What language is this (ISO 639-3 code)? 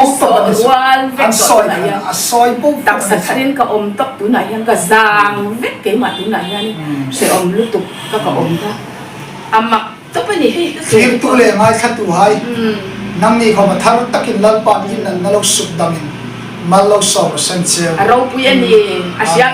hmr